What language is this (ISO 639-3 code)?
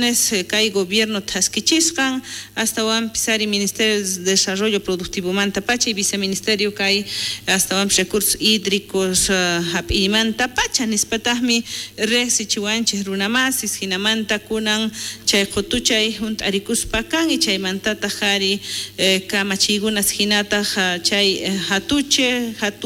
quh